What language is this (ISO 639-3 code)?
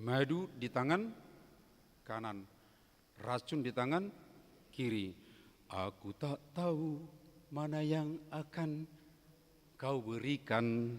bbc